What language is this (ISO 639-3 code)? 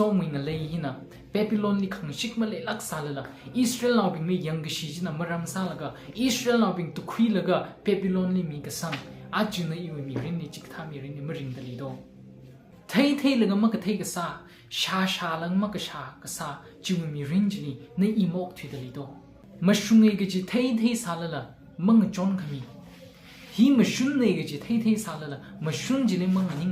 nmf